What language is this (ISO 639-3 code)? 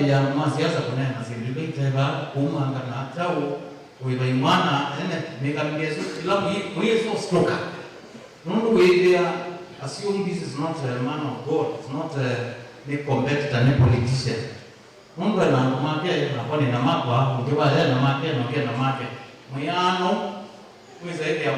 kam